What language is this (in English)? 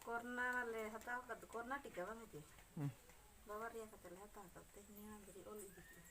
Santali